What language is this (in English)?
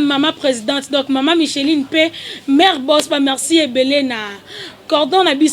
Lingala